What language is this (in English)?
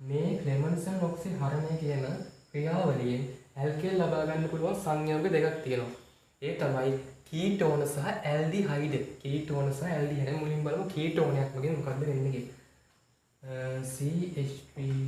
Sinhala